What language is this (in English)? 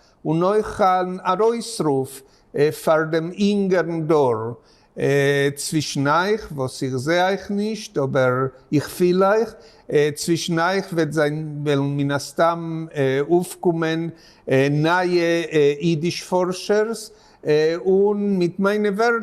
Yiddish